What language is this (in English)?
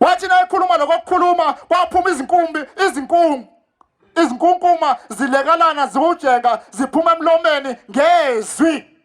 Zulu